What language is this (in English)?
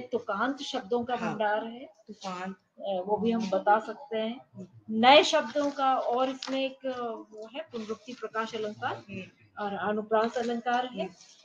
Hindi